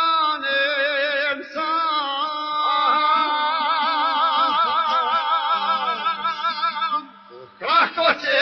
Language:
Croatian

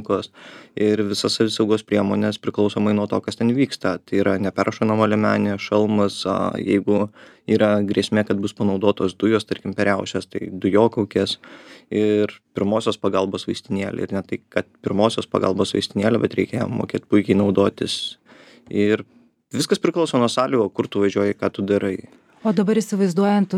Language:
Lithuanian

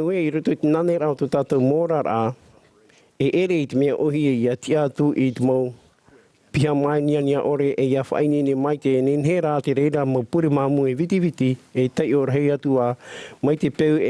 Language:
Tahitian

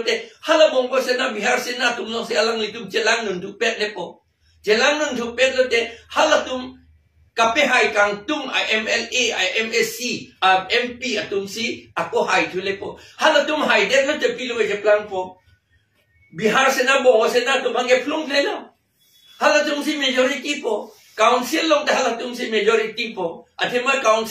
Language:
Karbi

